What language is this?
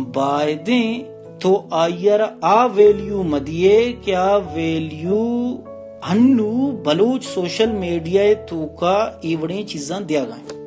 Baluchi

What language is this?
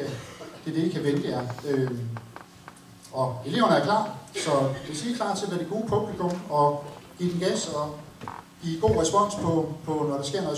Danish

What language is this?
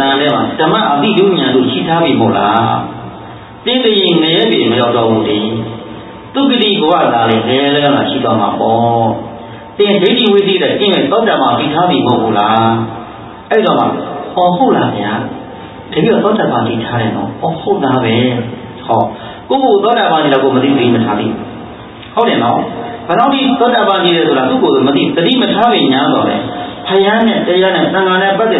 Burmese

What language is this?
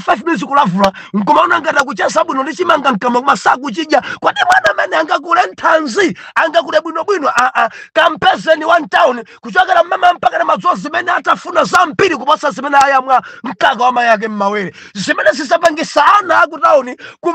Nyanja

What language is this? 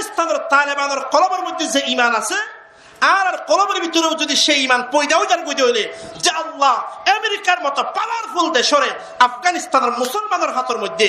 Rohingya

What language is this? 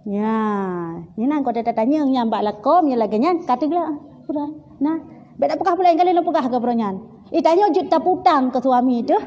Achinese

